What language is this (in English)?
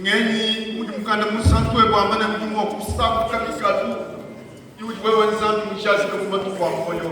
Luba-Lulua